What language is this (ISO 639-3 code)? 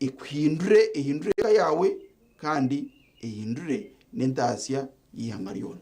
nyn